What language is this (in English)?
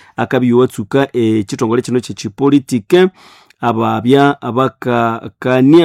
Nande